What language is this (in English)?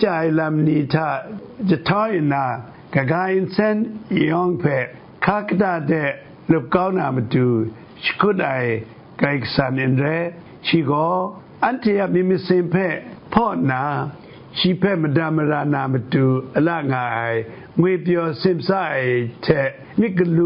Kachin